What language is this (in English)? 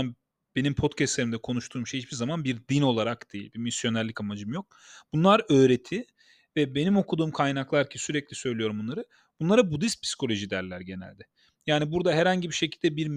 Turkish